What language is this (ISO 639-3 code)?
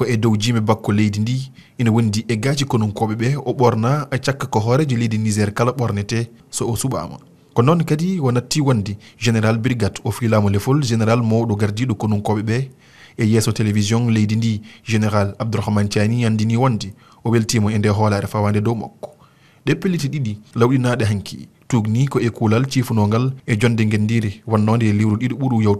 ful